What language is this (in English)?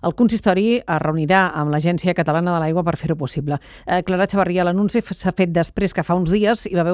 Catalan